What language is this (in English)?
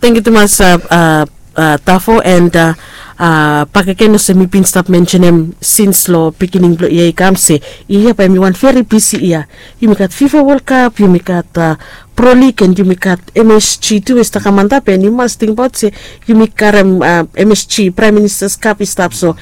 Bislama